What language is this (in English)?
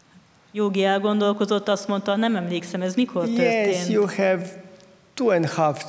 Hungarian